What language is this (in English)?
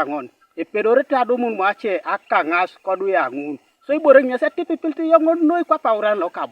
Teso